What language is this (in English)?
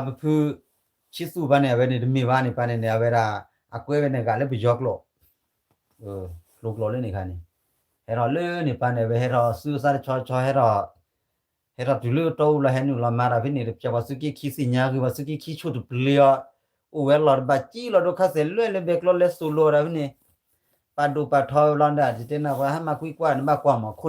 S'gaw Karen